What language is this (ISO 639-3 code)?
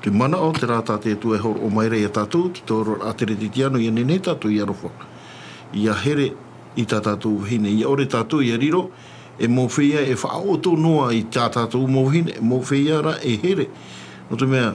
tah